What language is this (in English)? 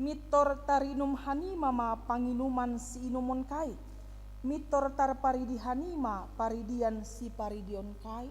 Batak Simalungun